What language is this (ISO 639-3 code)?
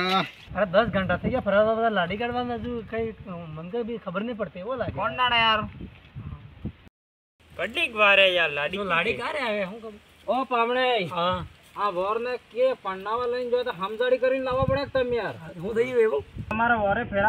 guj